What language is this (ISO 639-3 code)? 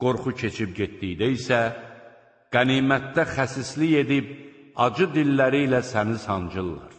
aze